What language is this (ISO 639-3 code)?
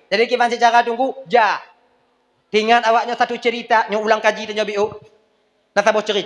ace